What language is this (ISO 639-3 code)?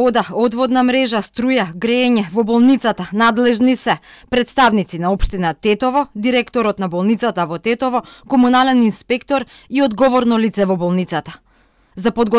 mkd